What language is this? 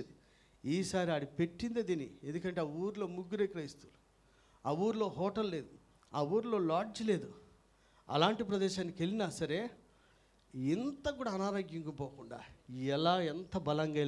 Telugu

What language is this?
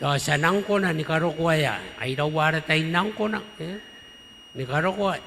Gilbertese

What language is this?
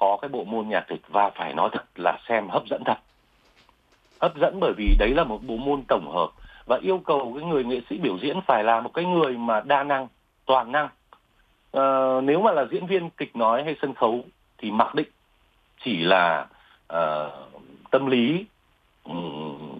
Vietnamese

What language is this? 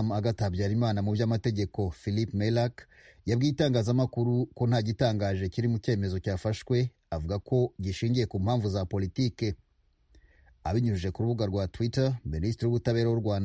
Kinyarwanda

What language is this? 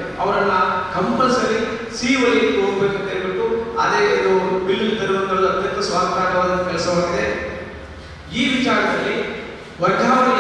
Kannada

